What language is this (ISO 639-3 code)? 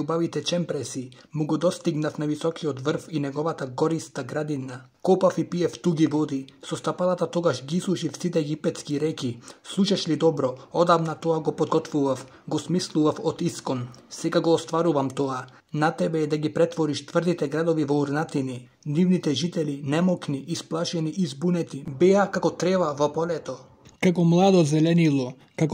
mkd